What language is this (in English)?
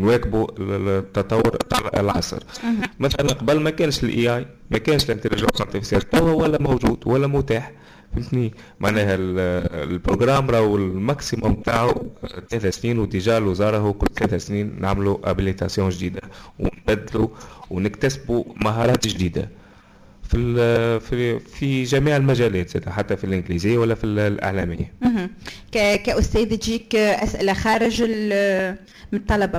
Tunisian Arabic